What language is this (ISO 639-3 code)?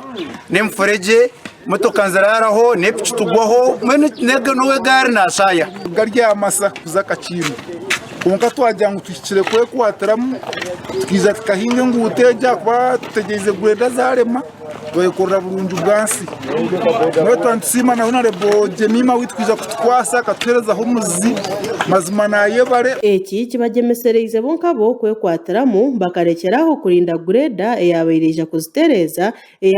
nyn